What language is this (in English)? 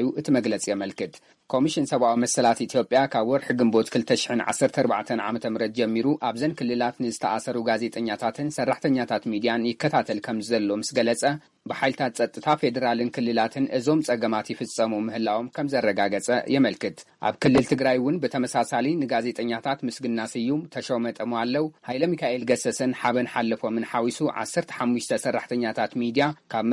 Tigrinya